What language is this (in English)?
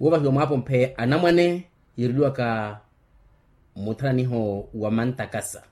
Makhuwa